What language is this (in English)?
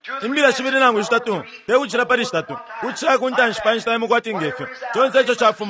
Bemba